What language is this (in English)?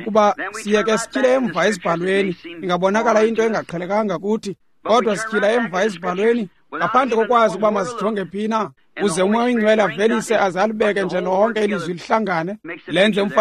Xhosa